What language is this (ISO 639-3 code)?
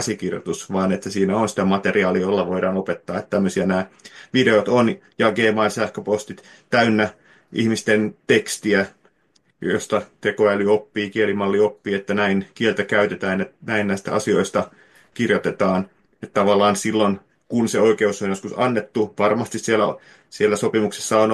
fin